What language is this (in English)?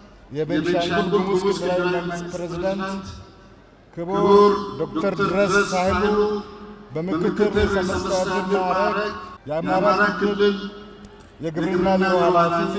Amharic